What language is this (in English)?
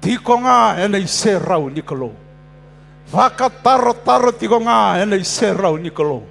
Fijian